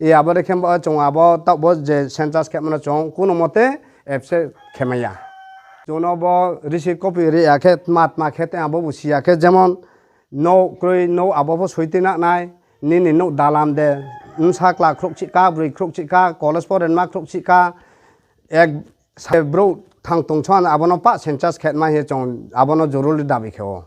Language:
Riang (India)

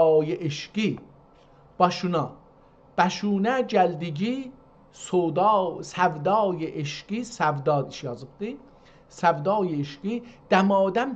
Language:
South Azerbaijani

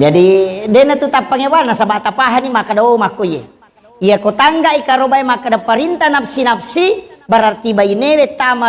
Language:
Buginese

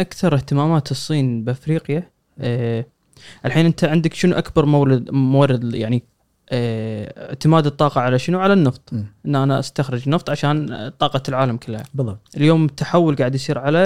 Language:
Gulf Arabic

